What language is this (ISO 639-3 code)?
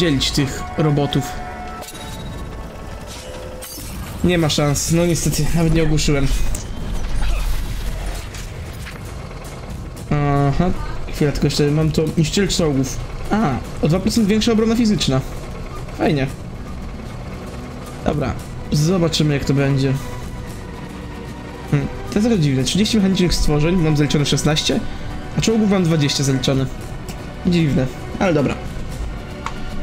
pol